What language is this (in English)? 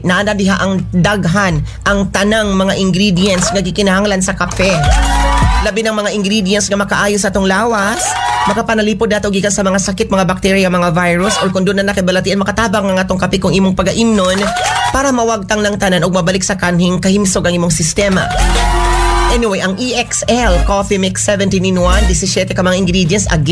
Cebuano